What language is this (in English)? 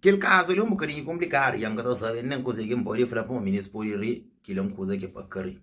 Kabuverdianu